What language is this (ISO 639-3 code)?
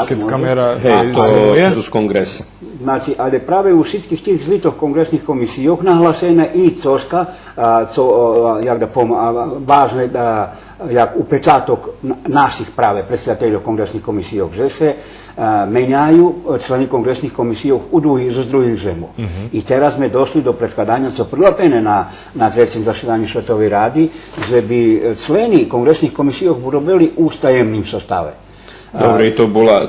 rue